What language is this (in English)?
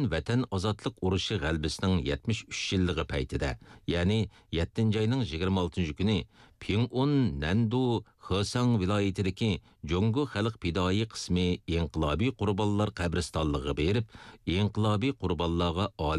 Uyghur